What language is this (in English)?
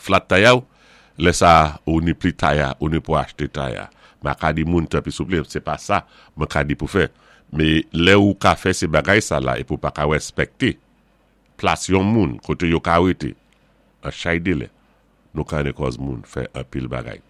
Saint Lucian Creole French